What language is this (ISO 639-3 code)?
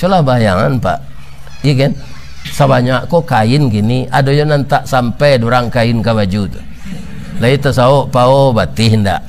min